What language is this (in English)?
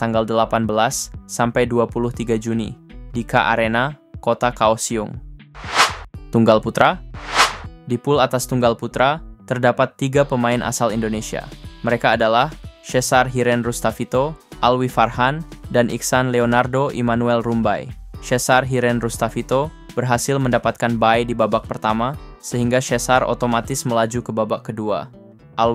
Indonesian